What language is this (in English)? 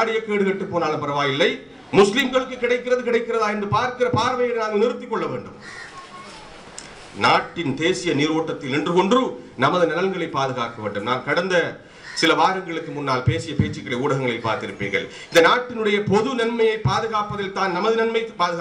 Tamil